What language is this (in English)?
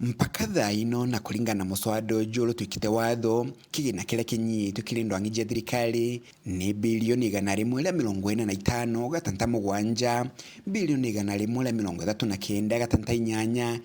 Meru